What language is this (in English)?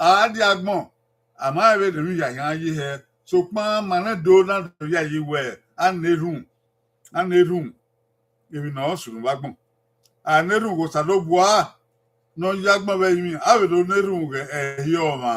Bini